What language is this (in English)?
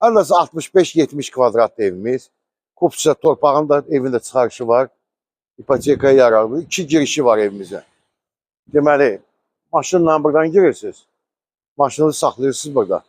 Azerbaijani